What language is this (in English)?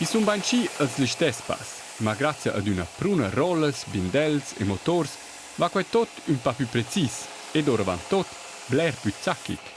Romansh